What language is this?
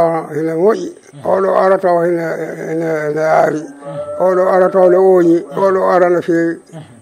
Fula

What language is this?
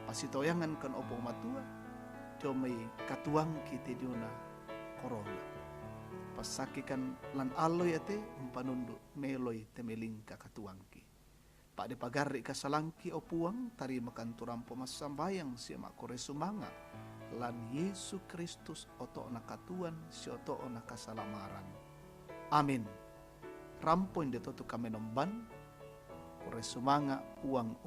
Toraja-Sa'dan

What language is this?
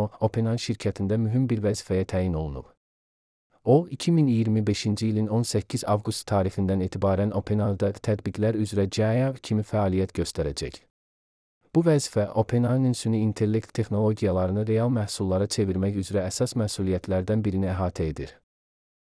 Azerbaijani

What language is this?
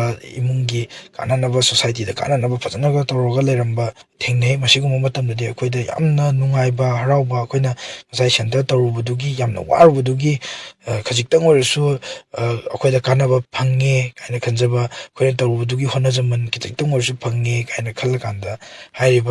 Manipuri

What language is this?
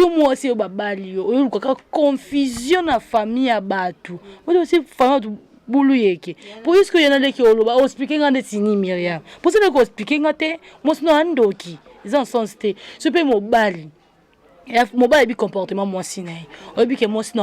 Lingala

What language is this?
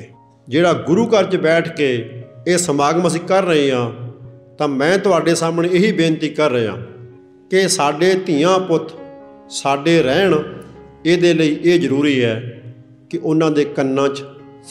Punjabi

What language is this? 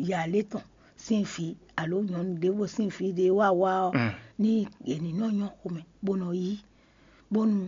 Fon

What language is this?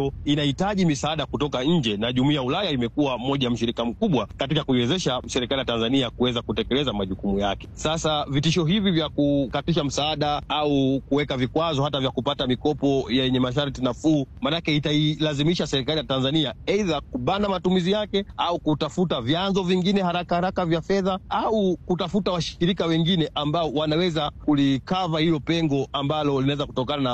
Swahili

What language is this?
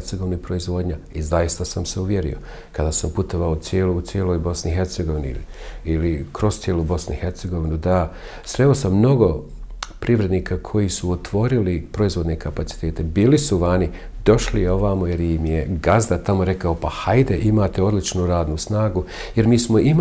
Bosnian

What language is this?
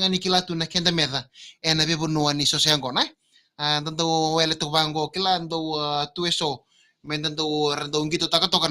Fijian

